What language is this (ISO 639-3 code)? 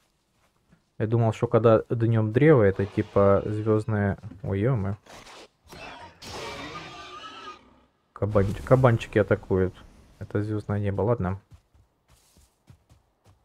rus